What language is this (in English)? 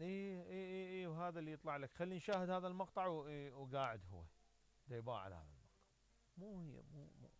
Mesopotamian Arabic